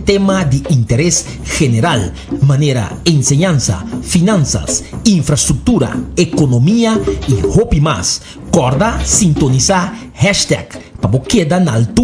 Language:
Papiamento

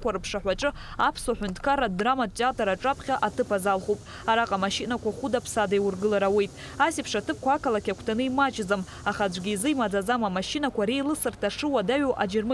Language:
Abkhazian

